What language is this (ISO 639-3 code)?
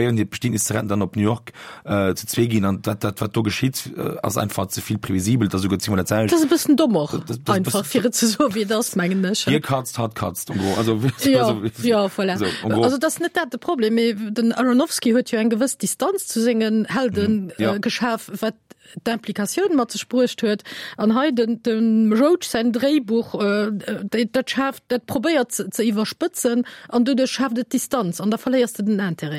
ltz